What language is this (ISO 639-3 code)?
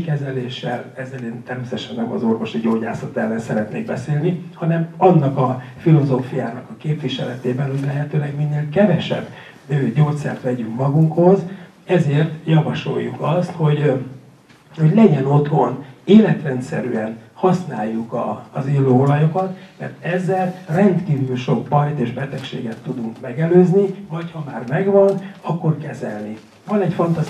hun